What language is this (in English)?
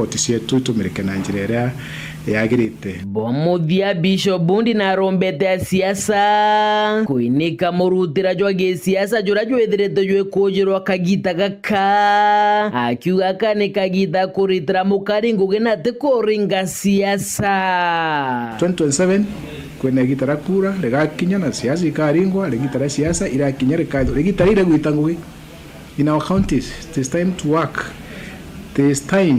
Meru